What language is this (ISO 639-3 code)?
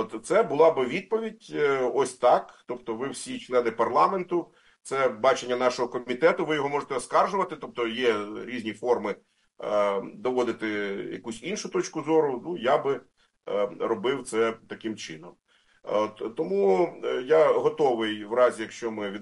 ukr